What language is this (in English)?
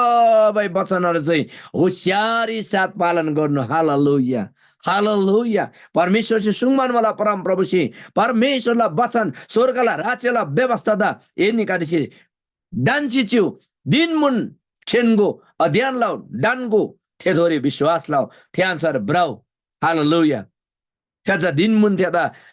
Eastern Tamang